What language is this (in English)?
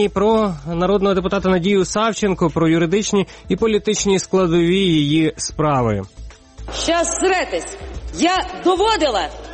Ukrainian